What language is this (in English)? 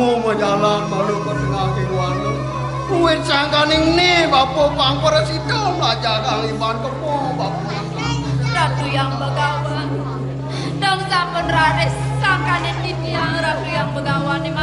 Balinese